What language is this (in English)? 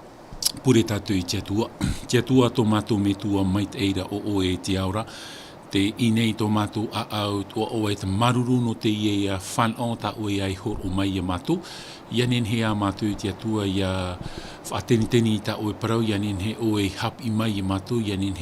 Tahitian